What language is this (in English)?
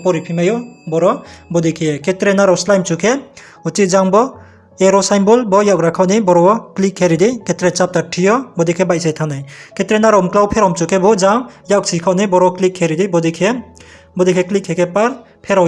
Riang (India)